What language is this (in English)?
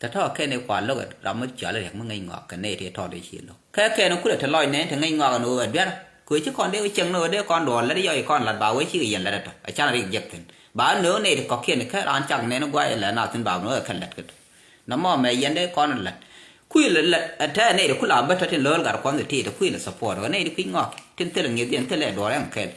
Nuer